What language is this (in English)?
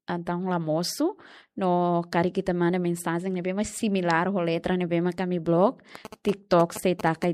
Tetum